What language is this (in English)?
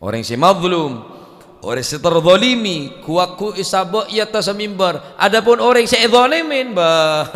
Madurese